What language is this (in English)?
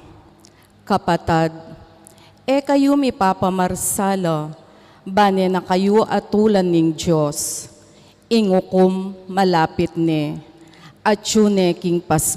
Pampanga